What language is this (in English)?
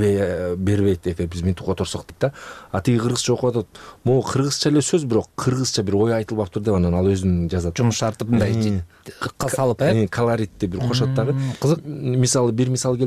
Kyrgyz